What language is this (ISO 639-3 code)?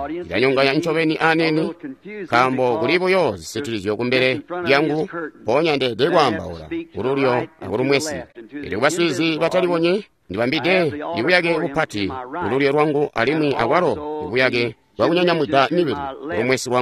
toi